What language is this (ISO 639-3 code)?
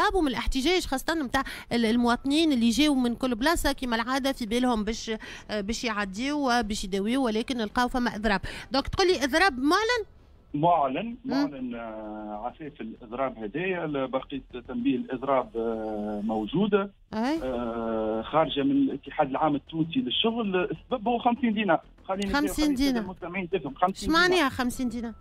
aeb